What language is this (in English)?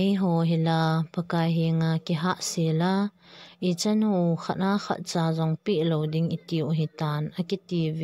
Thado Chin